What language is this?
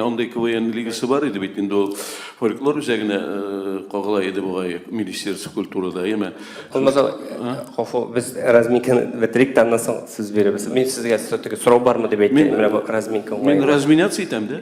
Tatar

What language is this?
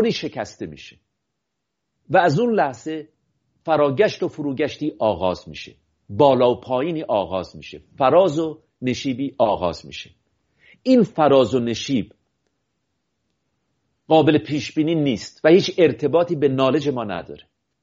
Persian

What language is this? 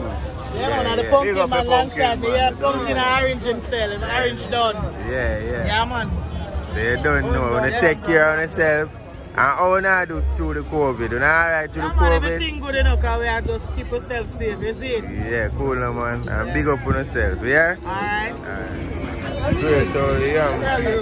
Jamaican Creole English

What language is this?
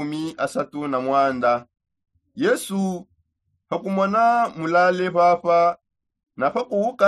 Songe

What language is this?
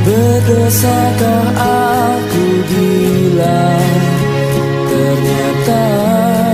Indonesian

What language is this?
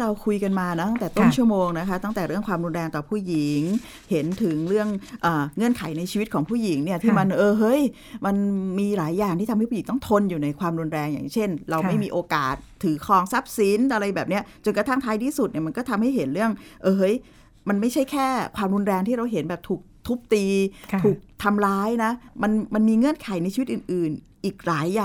Thai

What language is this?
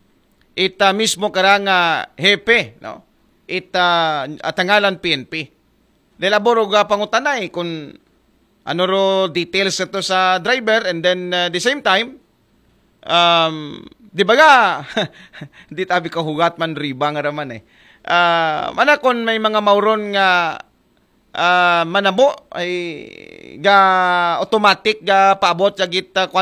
Aklanon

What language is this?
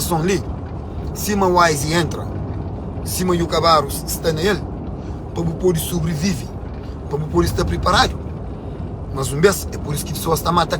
Kabuverdianu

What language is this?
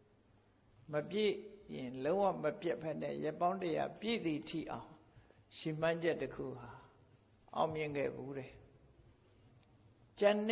Burmese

